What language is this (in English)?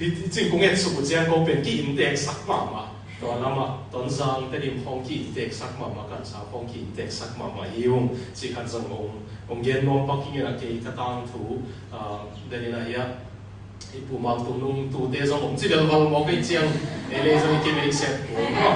Tedim Chin